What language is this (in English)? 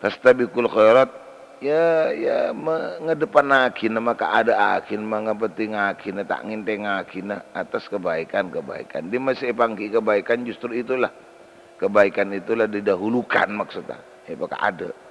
Madurese